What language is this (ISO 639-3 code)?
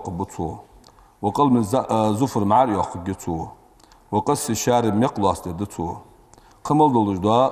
inh